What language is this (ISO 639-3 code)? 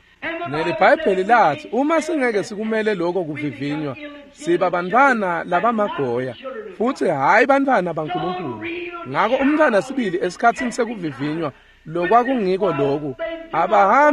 ssw